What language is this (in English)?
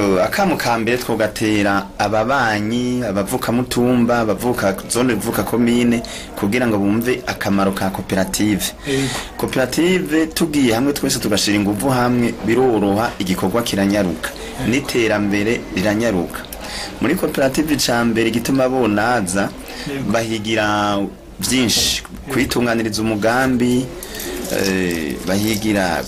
Rundi